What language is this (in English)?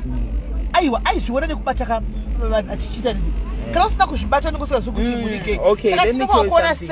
Shona